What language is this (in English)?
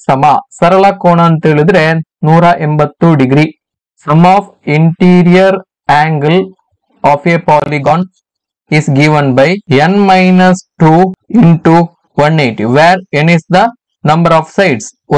Kannada